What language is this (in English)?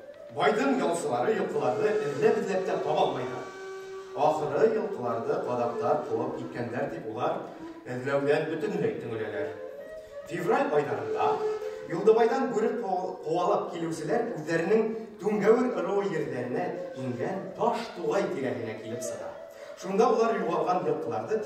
Bashkir